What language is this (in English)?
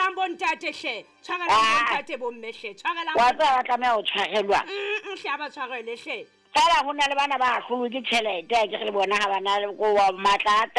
Southern Sotho